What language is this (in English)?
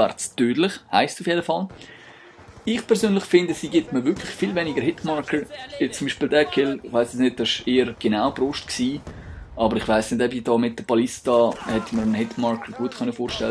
Swiss German